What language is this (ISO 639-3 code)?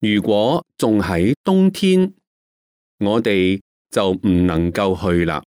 yue